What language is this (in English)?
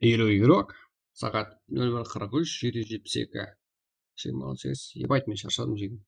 Kara-Kalpak